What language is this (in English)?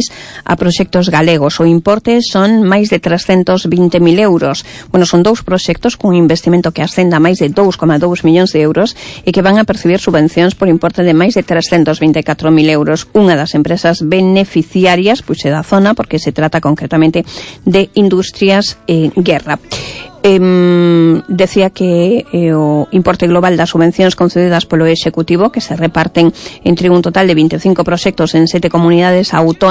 Galician